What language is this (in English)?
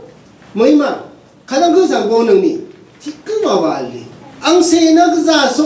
Rawang